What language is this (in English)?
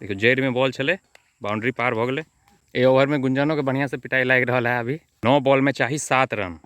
Maithili